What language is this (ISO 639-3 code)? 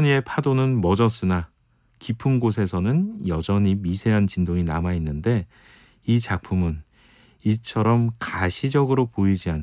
kor